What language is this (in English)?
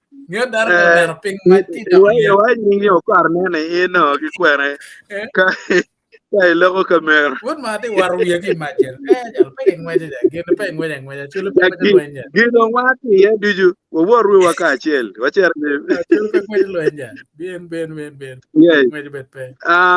Acoli